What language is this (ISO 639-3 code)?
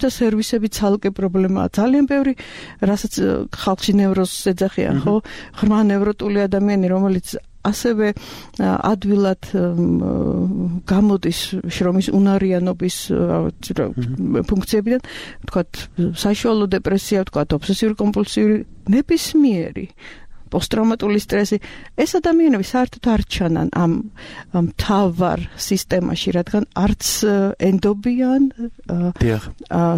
kat